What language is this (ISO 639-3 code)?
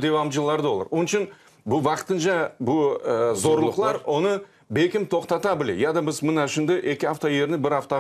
crh